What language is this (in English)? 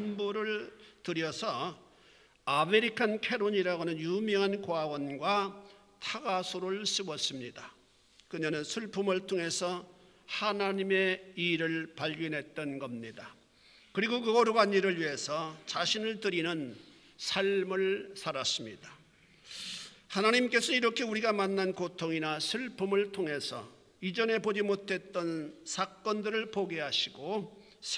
Korean